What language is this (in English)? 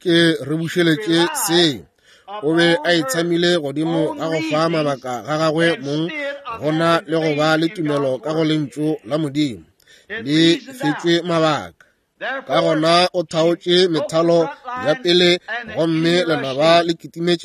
Northern Sotho